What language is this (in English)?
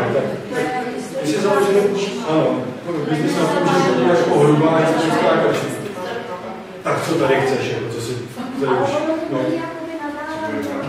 Czech